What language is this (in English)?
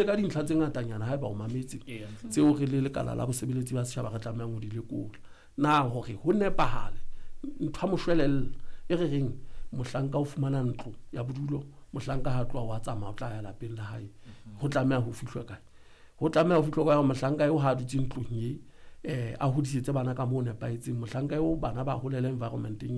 Southern Sotho